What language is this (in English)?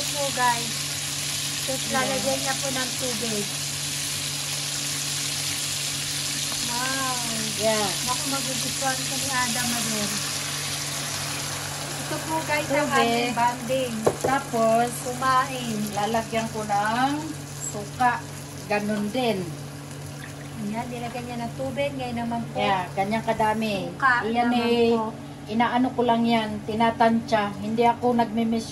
Filipino